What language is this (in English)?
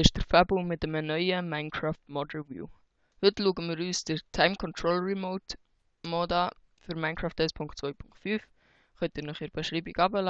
Swiss German